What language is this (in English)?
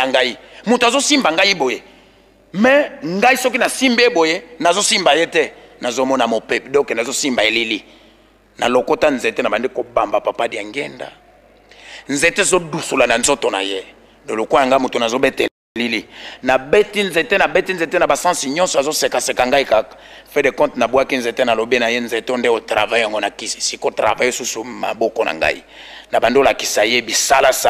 Lingala